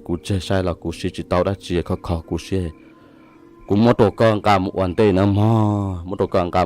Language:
Hmong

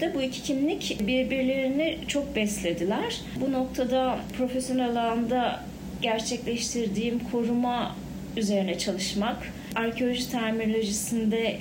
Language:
Turkish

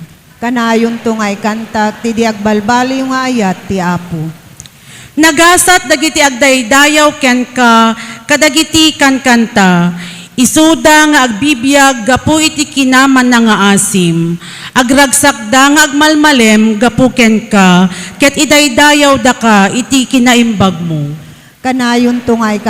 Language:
Iloko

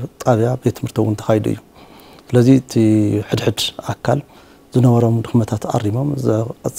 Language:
Tigrinya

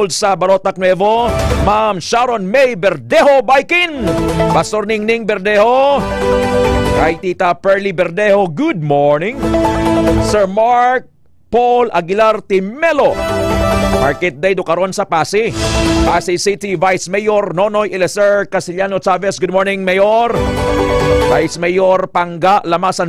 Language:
Hiligaynon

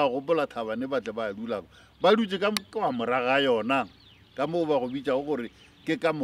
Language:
Northern Sotho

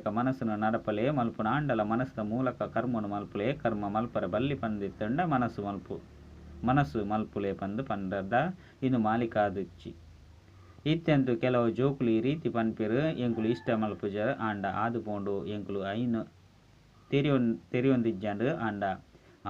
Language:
Tulu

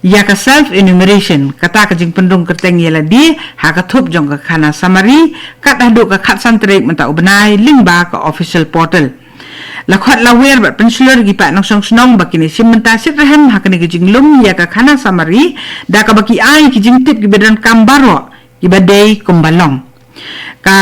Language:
Khasi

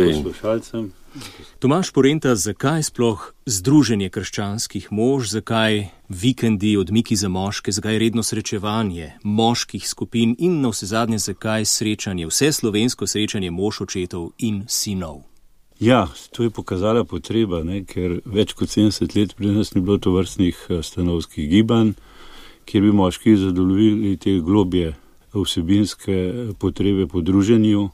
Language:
Slovenian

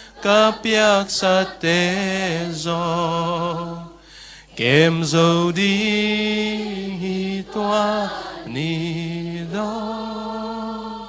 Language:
Tedim Chin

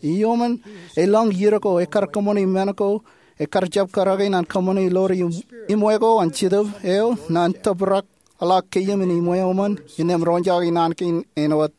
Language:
Marshallese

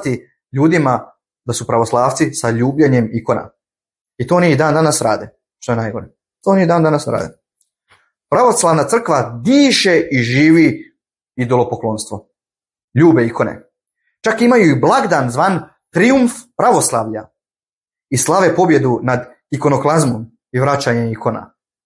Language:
Bosnian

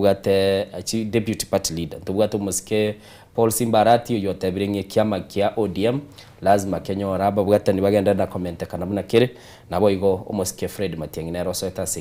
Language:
Gusii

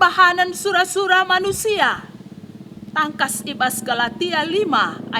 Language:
Batak Karo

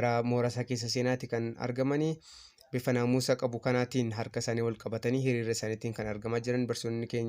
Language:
Oromo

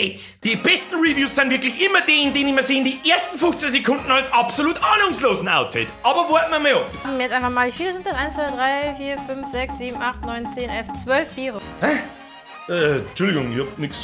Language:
Bavarian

